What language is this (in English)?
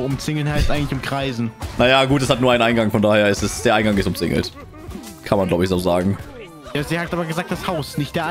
German